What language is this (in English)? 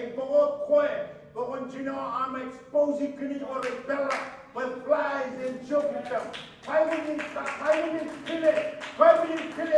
Marshallese